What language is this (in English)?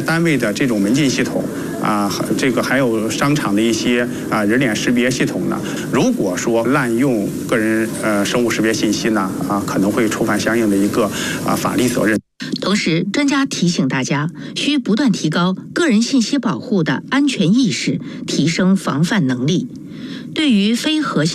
Chinese